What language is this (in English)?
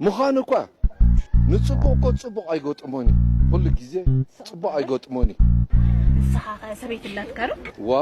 Tigrinya